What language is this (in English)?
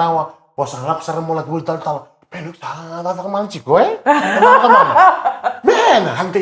Fijian